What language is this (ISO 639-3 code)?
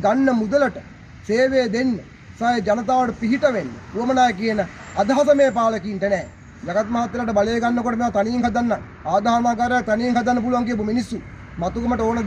sin